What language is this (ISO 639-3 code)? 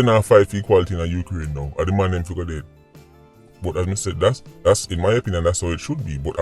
jam